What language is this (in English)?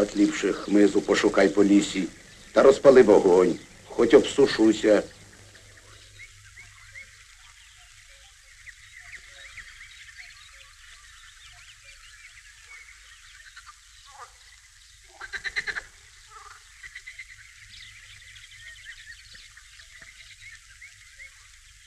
Ukrainian